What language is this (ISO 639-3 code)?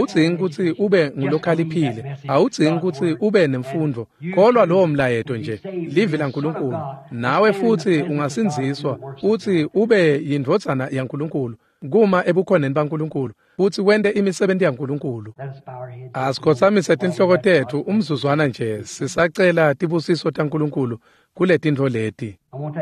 ssw